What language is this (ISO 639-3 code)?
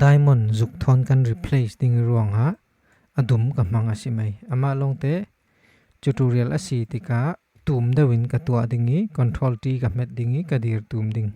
cfm